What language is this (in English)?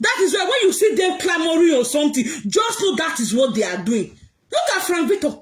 Nigerian Pidgin